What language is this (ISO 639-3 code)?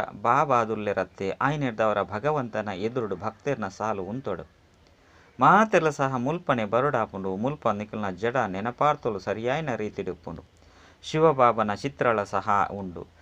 tcy